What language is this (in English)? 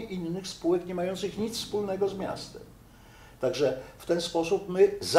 Polish